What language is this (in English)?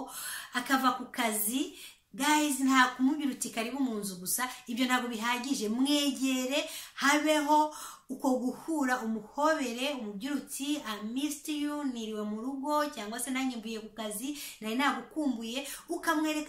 Kinyarwanda